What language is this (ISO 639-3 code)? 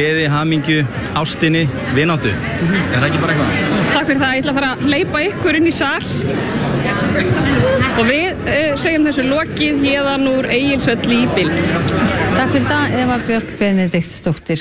isl